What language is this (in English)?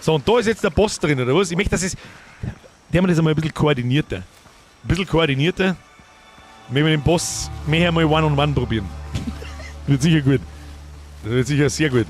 Bavarian